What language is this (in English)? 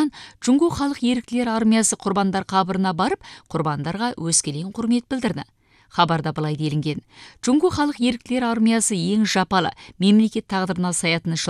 Kazakh